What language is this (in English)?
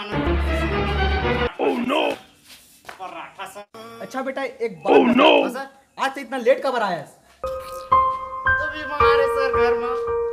Chhattisgarhi